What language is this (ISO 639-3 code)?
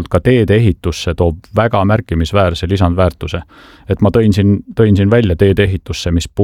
est